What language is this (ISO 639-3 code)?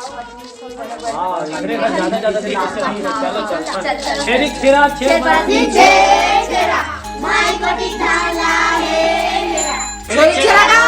hne